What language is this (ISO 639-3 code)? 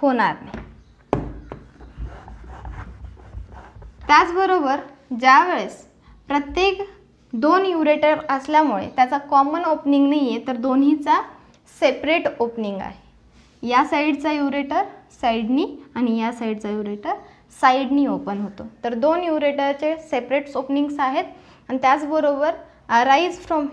mar